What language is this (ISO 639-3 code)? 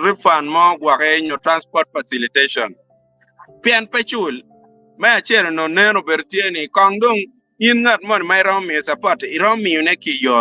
ach